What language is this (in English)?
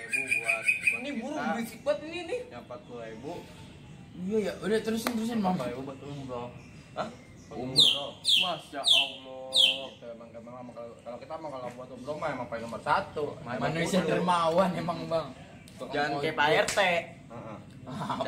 Betawi